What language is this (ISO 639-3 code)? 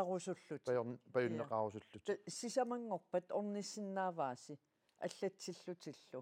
kal